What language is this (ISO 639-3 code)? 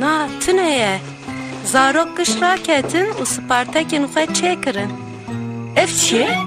kur